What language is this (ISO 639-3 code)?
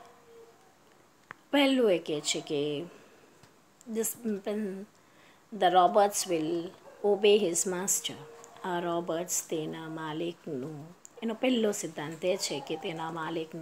guj